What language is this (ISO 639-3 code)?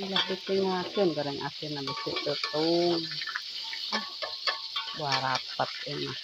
sun